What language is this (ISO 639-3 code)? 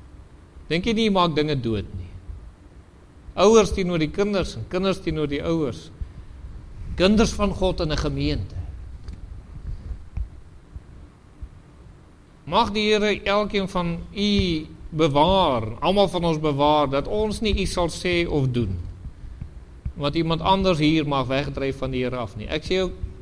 afr